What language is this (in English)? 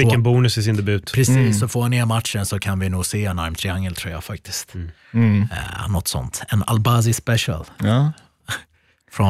Swedish